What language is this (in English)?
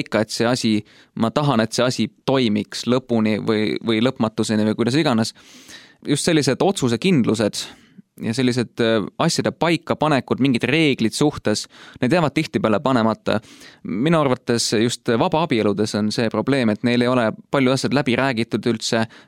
Estonian